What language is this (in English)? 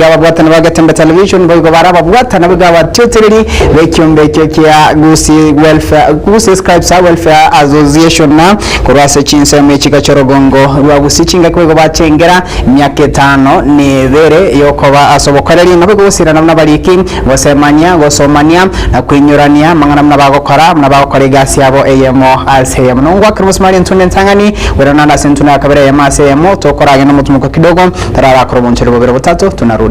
Gusii